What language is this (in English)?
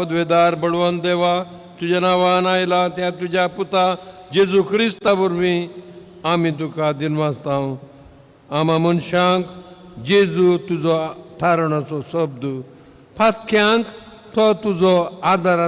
Konkani